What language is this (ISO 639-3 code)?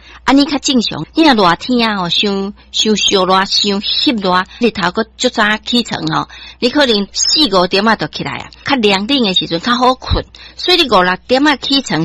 nan